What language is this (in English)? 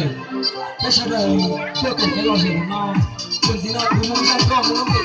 Hmong